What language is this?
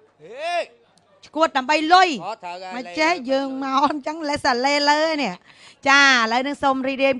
Khmer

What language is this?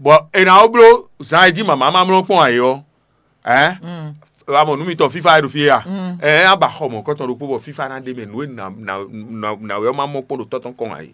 Fon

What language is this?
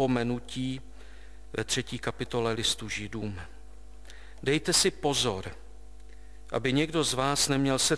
Czech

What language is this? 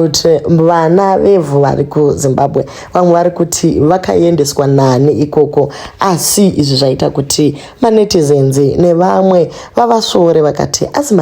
Shona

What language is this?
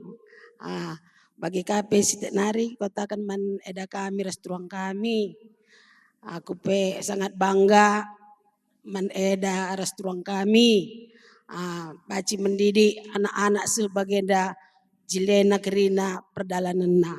Batak Karo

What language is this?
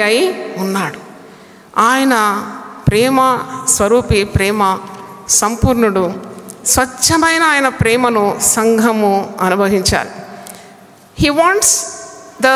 Telugu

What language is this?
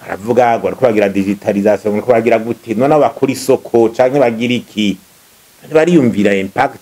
Rundi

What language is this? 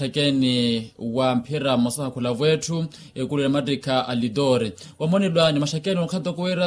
Makhuwa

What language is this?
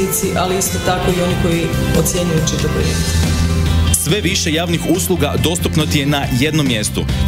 Croatian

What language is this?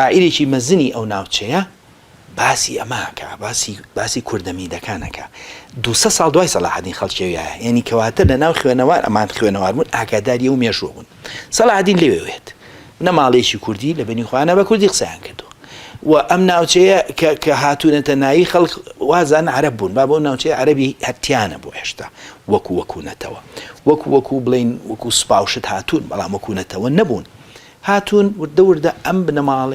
Central Kurdish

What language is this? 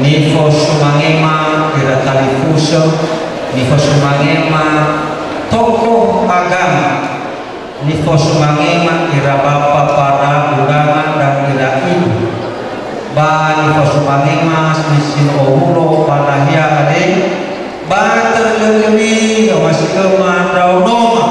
Nias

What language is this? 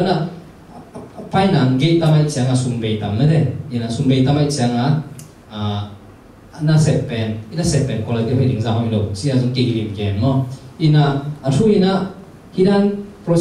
Tedim Chin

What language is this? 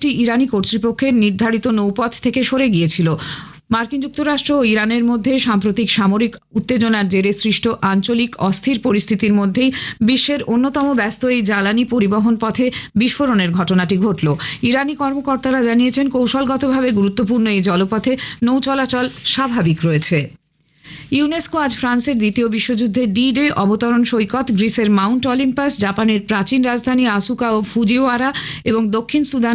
Bangla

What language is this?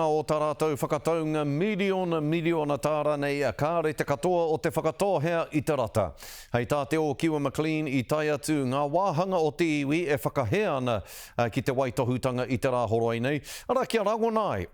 Māori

